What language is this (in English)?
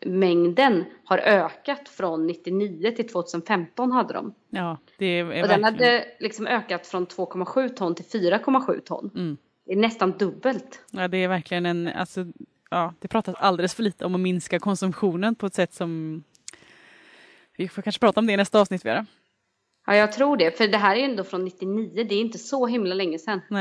Swedish